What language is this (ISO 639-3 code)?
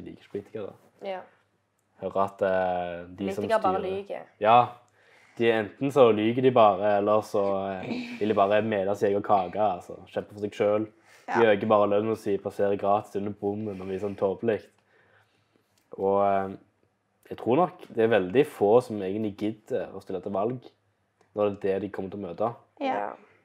nor